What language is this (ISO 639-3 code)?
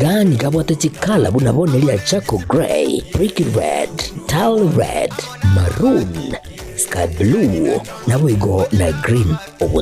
guz